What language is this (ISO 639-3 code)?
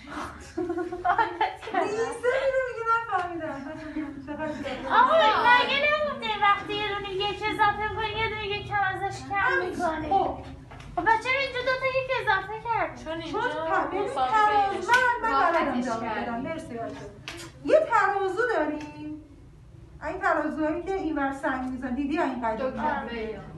fas